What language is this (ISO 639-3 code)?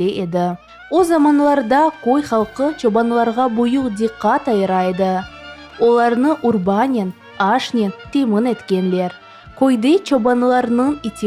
crh